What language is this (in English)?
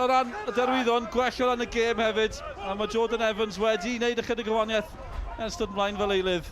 Welsh